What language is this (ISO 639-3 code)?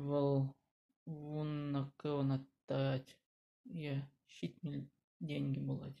chv